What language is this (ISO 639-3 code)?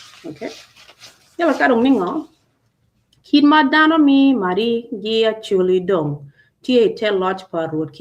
ach